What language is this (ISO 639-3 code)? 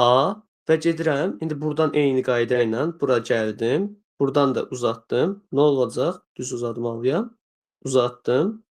aze